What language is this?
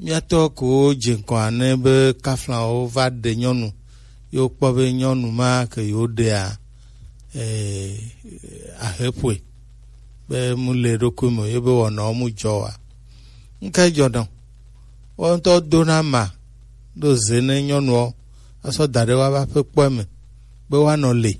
Gen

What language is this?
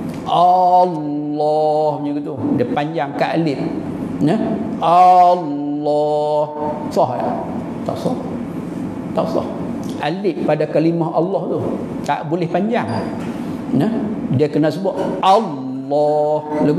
Malay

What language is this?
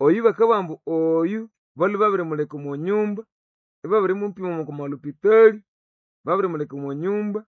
Nande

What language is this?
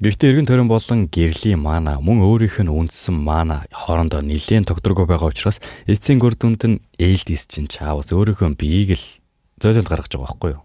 Mongolian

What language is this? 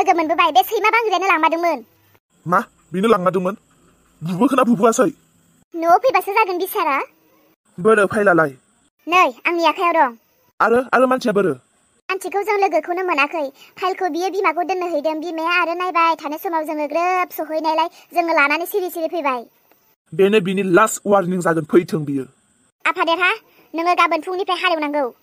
Bodo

